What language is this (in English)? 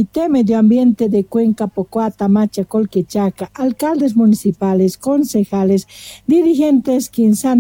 South Bolivian Quechua